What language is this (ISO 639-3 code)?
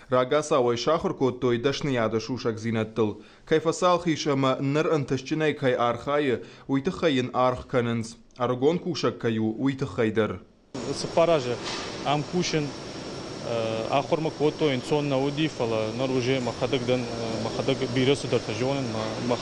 oss